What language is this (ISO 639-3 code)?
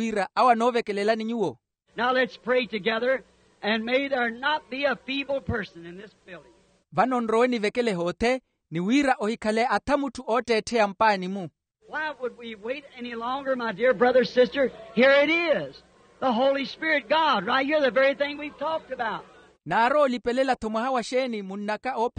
vmw